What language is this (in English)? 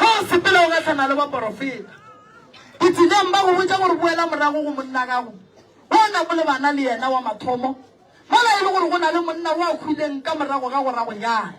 Northern Sotho